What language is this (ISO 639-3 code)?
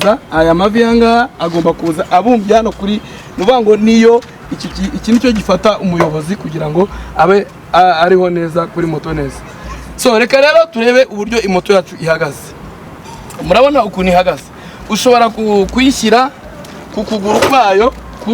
kin